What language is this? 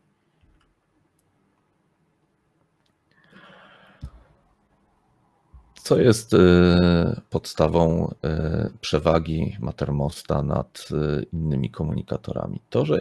Polish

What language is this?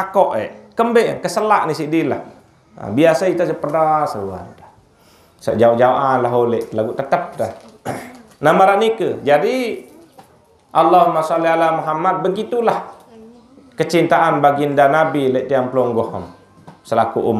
Sasak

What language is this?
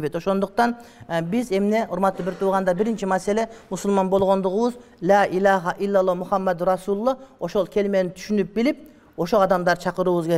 Kyrgyz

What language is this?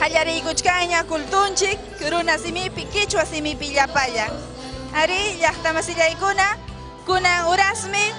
Ayacucho Quechua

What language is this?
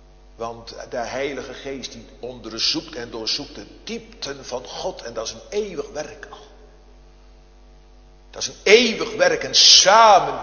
Dutch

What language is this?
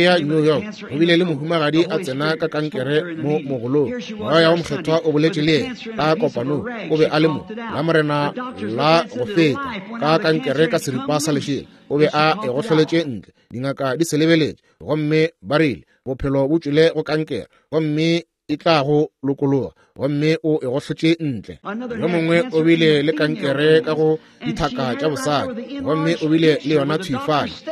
Northern Sotho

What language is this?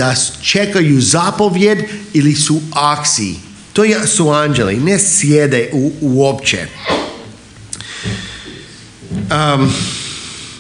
Croatian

